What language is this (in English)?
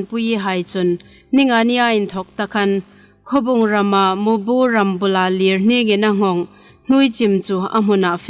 Hmar